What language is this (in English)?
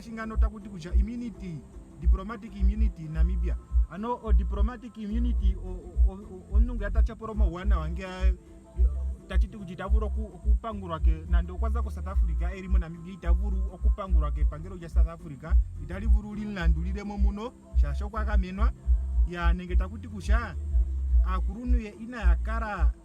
Ndonga